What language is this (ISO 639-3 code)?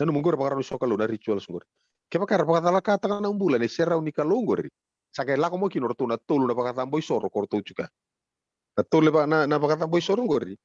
fij